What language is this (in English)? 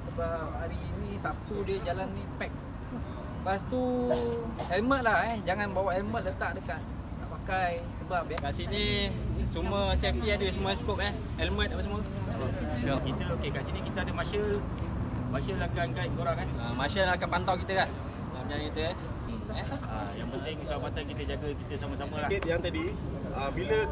Malay